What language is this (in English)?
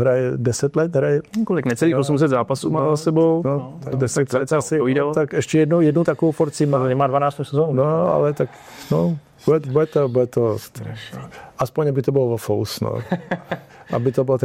Czech